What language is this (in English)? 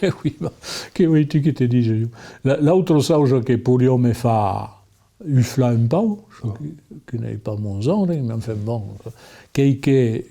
Occitan